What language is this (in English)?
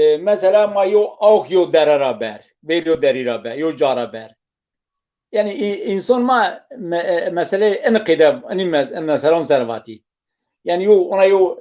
Zaza